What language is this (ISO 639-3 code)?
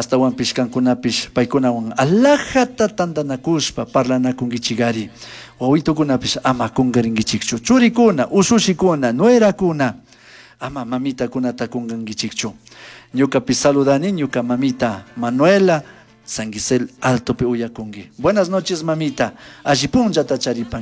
qug